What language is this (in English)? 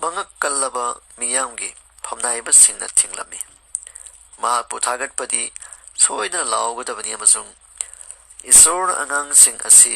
Manipuri